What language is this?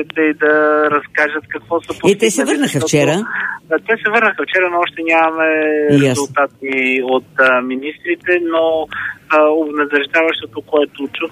Bulgarian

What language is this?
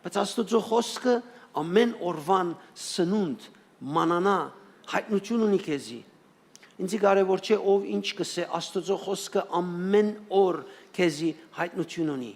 Western Armenian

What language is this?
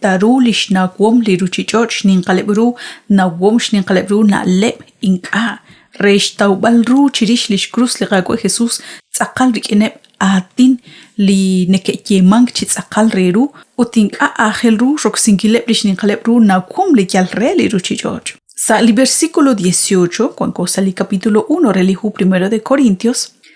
Kekchí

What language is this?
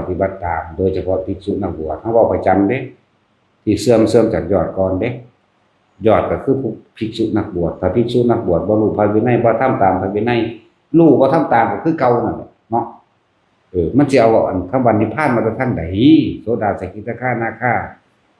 Northeastern Thai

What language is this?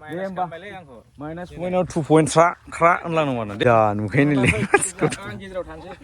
Bodo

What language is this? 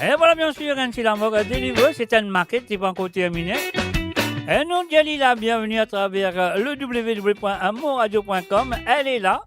Morisyen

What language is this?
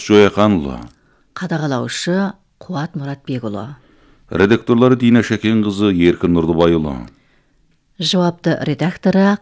Kazakh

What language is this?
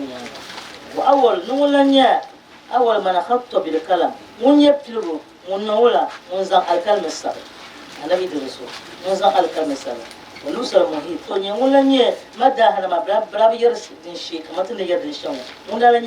Dagbani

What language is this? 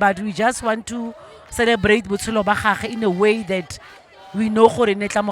Tswana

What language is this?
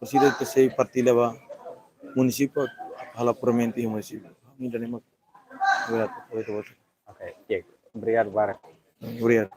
Tetum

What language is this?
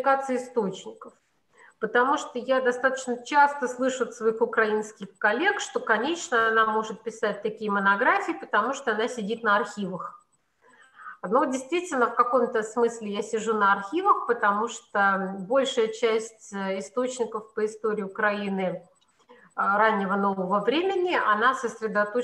Russian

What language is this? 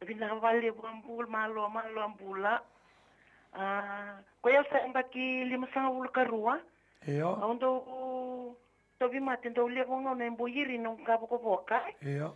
Fijian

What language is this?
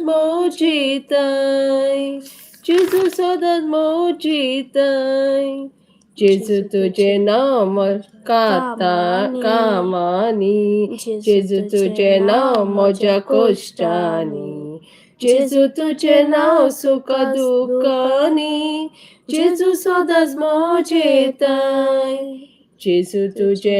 Konkani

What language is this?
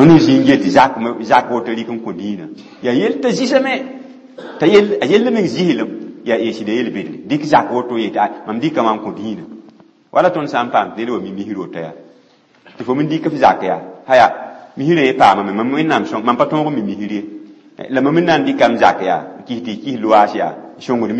Mossi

